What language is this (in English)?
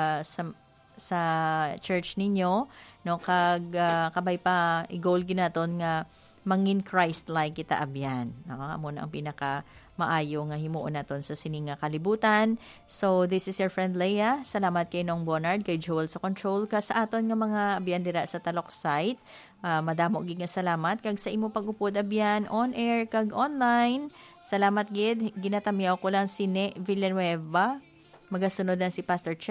Hiligaynon